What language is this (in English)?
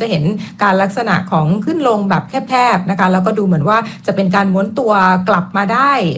Thai